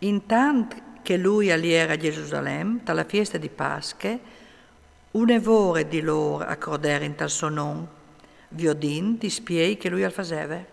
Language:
Friulian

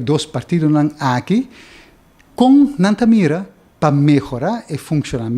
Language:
Papiamento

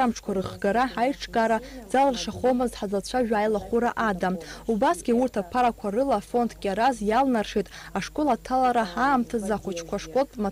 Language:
Abkhazian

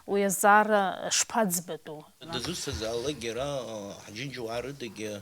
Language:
Abkhazian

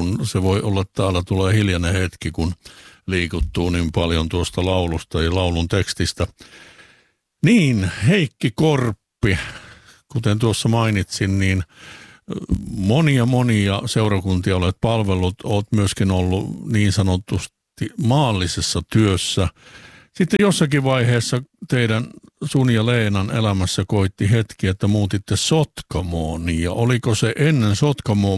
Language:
Finnish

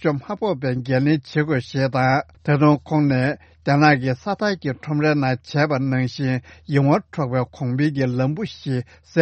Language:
Tibetan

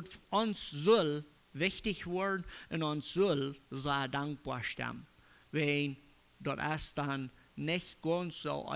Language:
Plautdietsch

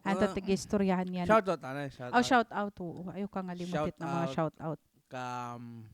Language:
Waray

